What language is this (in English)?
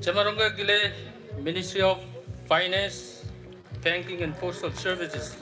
Marshallese